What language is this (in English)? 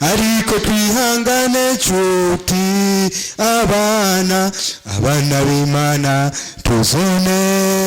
Rundi